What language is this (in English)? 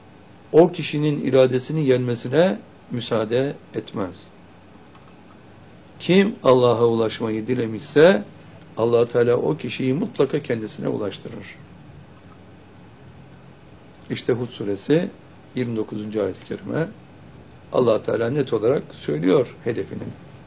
Turkish